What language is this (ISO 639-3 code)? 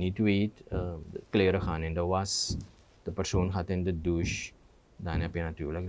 nld